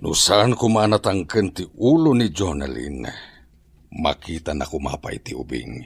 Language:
Iloko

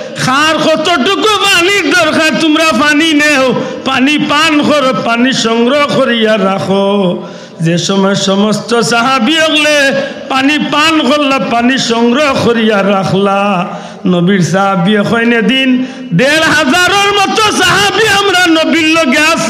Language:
Sylheti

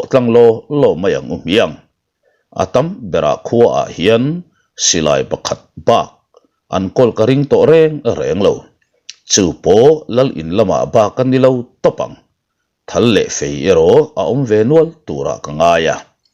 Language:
Mizo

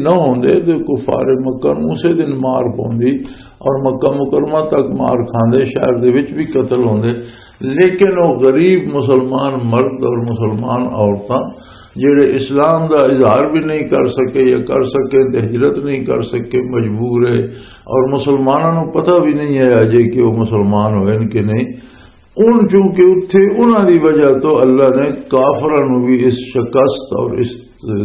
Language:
Western Panjabi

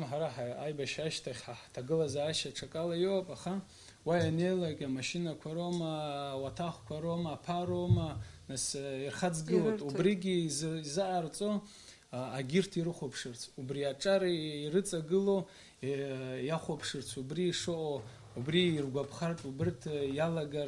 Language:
Abkhazian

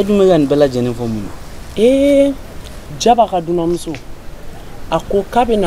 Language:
Bambara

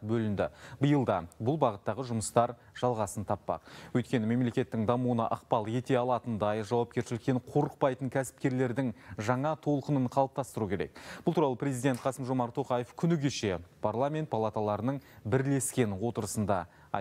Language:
Kazakh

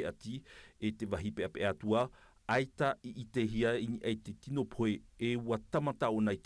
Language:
Tahitian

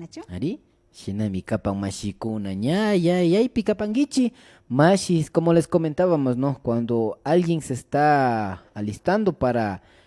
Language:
Imbabura Highland Quichua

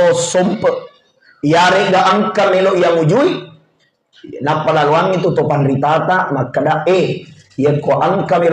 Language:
Buginese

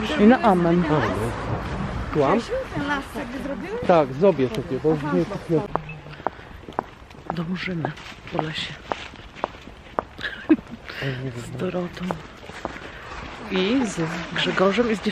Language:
Polish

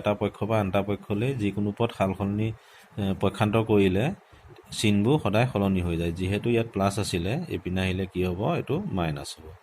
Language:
Assamese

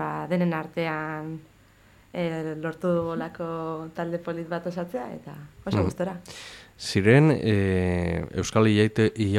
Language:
Basque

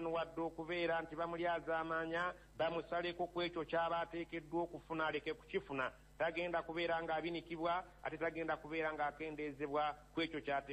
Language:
Ganda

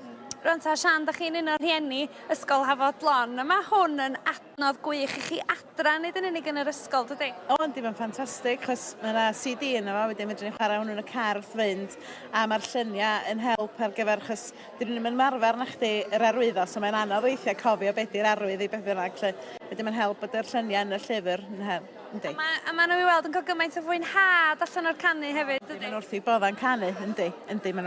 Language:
Welsh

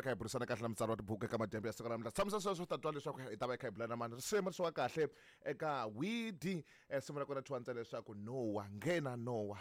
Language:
Tsonga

